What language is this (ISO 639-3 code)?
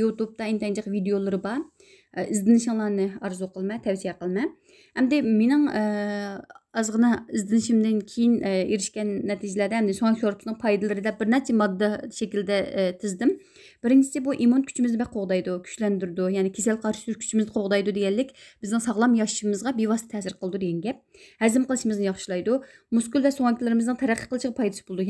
uig